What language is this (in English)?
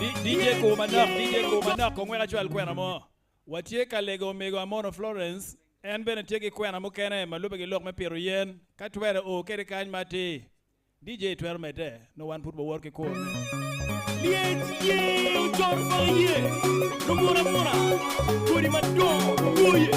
Acoli